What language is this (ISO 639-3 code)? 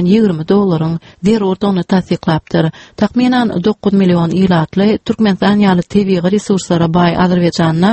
tuk